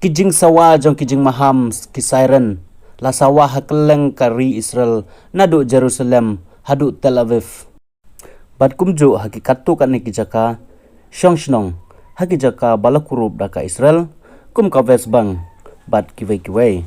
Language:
Khasi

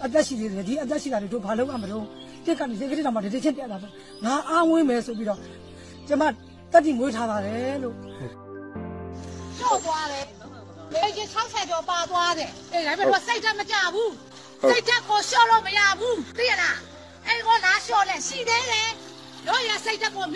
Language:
Burmese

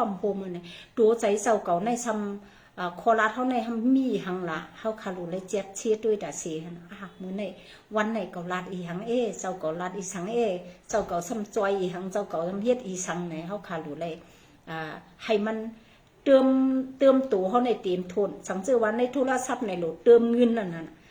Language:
Shan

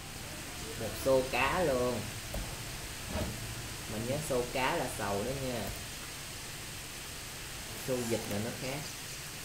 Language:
Vietnamese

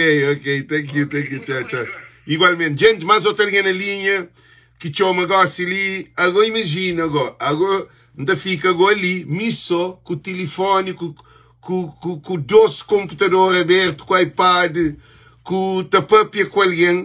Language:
Kabuverdianu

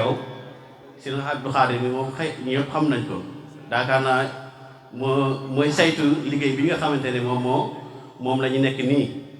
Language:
Wolof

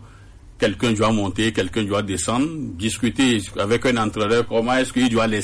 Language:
French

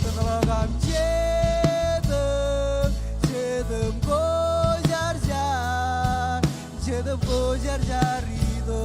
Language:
Marshallese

